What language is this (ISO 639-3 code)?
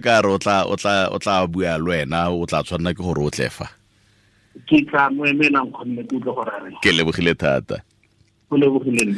tsn